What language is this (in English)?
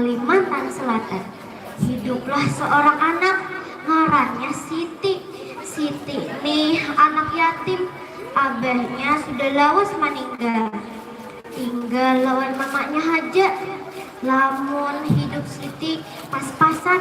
Banjar